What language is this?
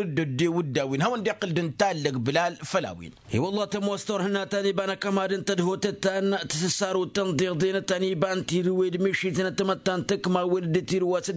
Tamasheq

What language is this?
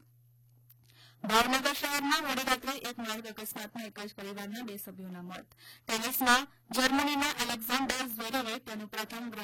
Gujarati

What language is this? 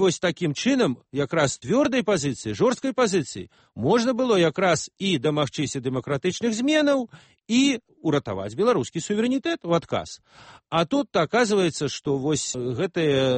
Belarusian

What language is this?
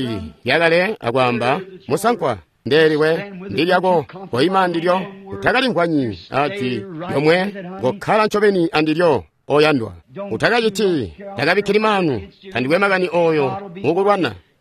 Tonga (Zambia)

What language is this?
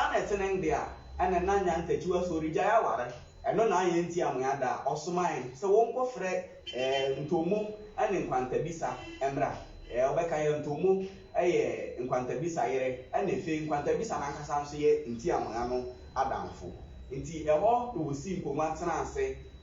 Akan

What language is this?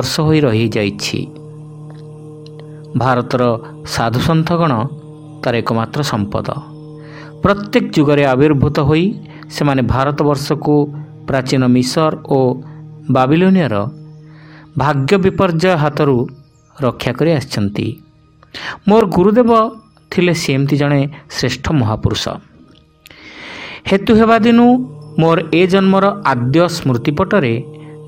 Odia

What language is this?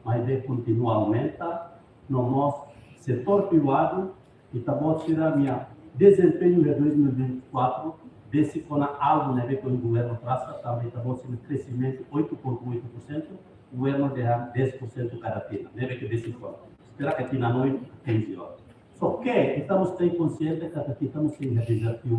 Tetum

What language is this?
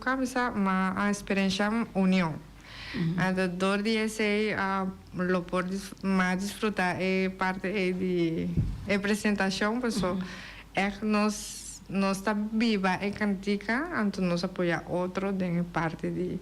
Papiamento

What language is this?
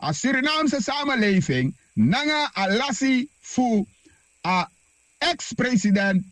Sranan Tongo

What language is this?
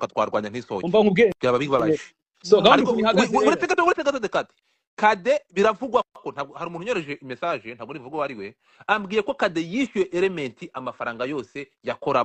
Kinyarwanda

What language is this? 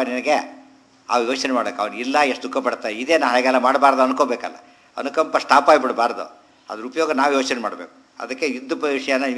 Kannada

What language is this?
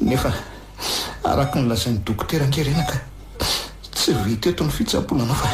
Malagasy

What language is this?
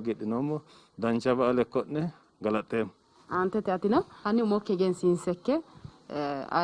Sidamo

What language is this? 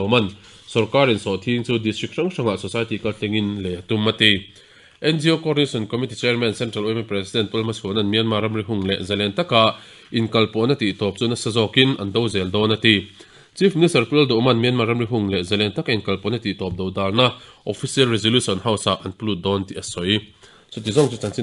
Mizo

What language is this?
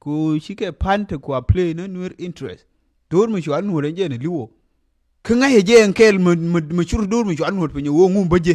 Nuer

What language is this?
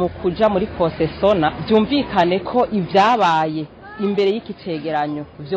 Rundi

